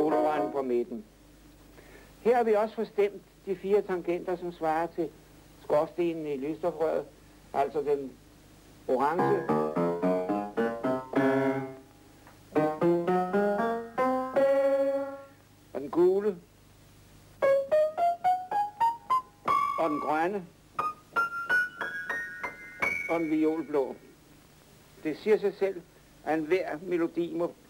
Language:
Danish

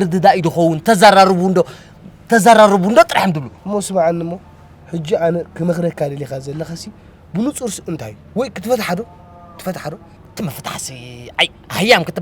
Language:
Tigrinya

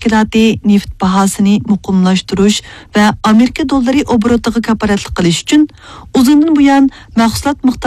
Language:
Uyghur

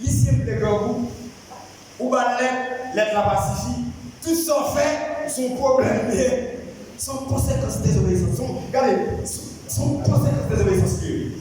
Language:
Haitian Creole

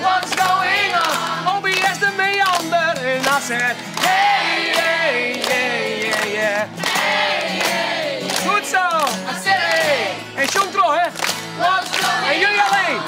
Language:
Western Frisian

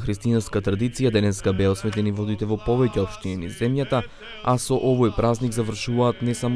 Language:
Macedonian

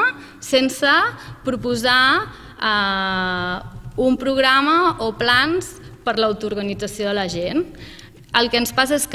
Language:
Catalan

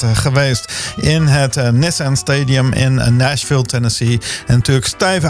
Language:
Dutch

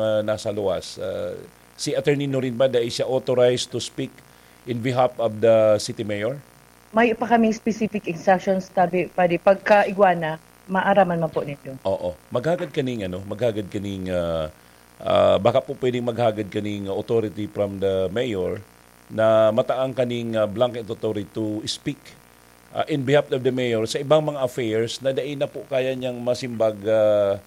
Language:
Bikol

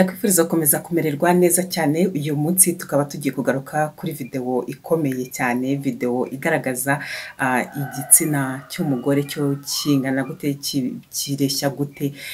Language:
Kinyarwanda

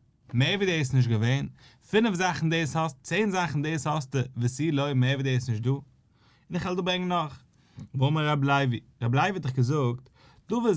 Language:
Yiddish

